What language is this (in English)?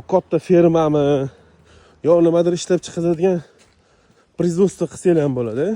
Uzbek